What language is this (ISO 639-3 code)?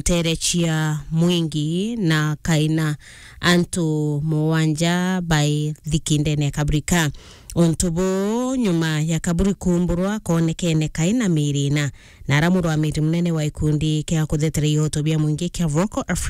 mer